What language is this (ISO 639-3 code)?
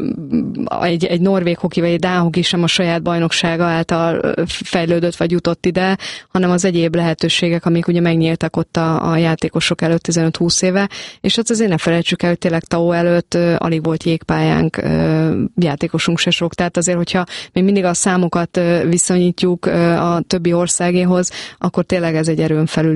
hun